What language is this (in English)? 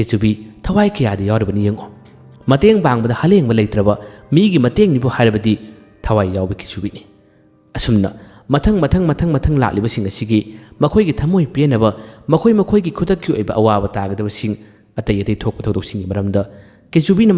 Manipuri